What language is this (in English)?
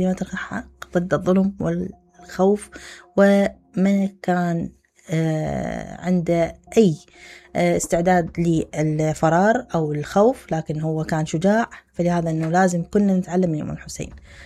Mesopotamian Arabic